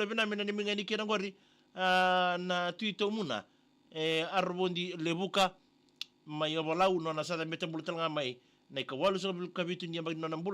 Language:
Fijian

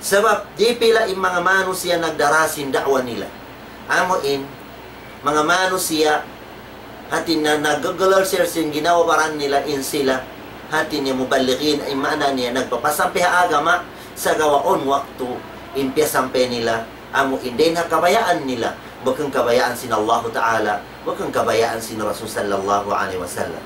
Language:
Tausug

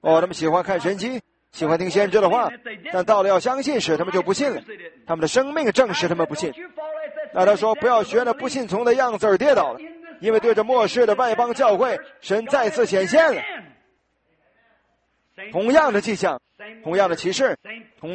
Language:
Chinese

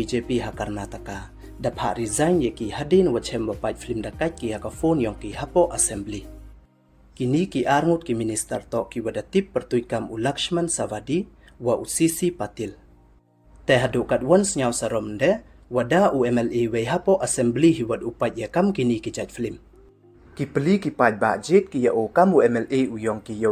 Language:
Pnar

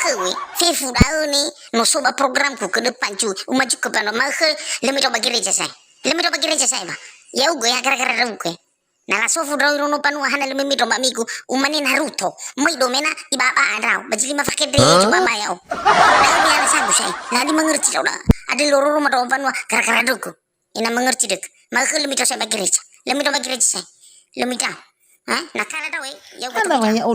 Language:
Nias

